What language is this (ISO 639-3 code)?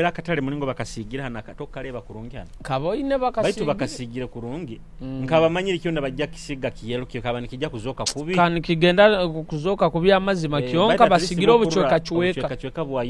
nyo